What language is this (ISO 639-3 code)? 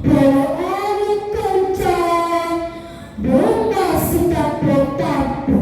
bug